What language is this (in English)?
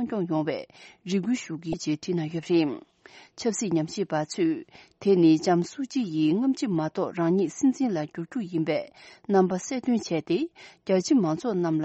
Tibetan